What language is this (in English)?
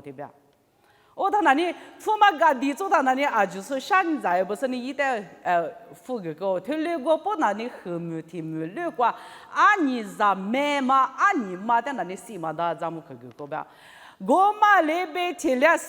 Lisu